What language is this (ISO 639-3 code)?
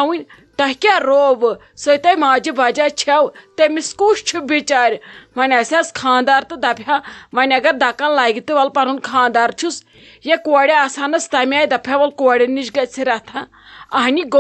kas